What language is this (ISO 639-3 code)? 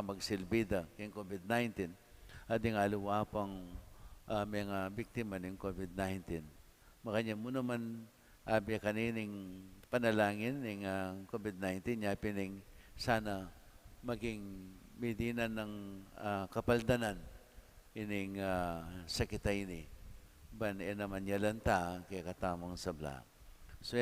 pam